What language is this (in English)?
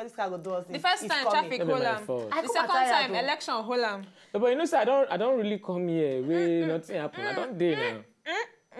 Nigerian Pidgin